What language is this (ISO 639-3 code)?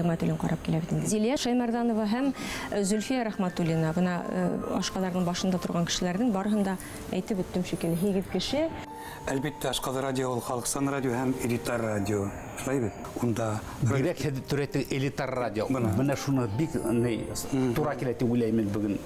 bak